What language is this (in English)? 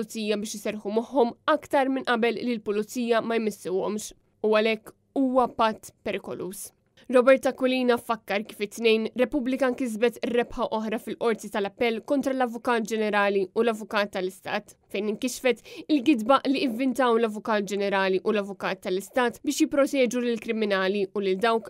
Maltese